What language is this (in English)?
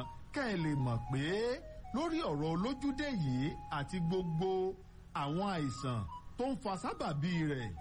Yoruba